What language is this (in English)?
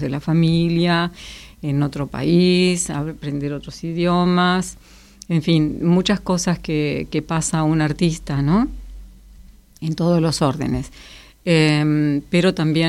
Spanish